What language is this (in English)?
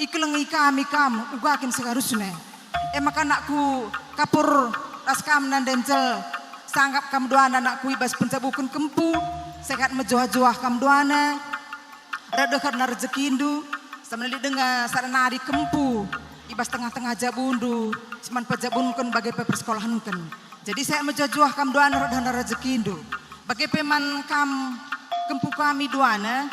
Batak Karo